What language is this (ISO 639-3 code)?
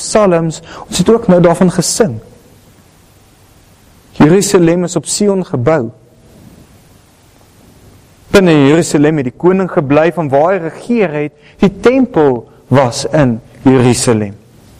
afr